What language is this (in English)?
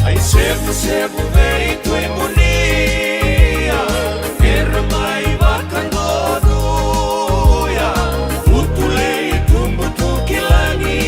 Fijian